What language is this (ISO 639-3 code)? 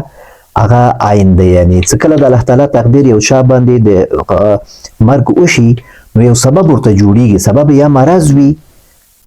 pus